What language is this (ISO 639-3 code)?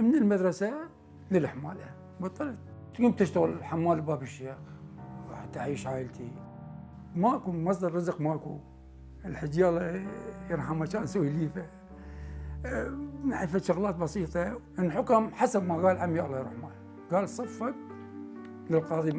acm